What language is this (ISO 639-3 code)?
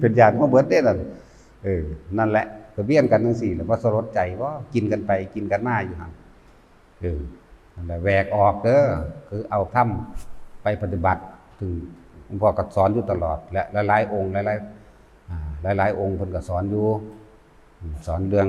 tts